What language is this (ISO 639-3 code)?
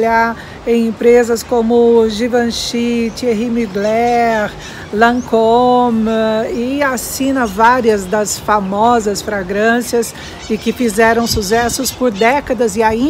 por